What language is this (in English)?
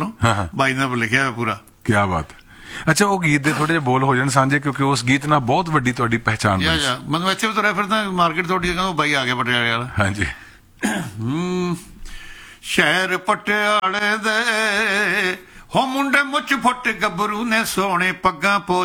Punjabi